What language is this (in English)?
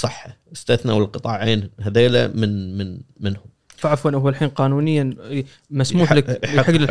Gulf Arabic